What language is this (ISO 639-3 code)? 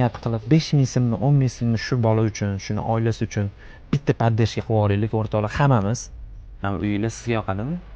uzb